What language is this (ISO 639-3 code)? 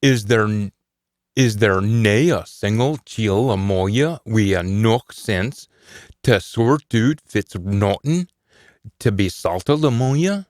sco